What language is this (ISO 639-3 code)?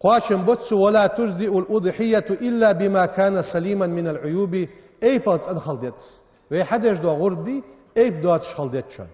inh